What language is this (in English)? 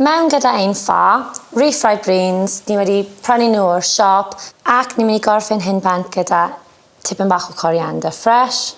Welsh